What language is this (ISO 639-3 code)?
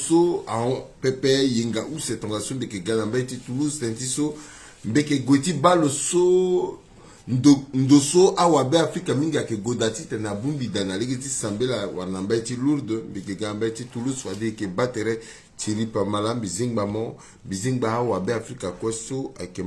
sag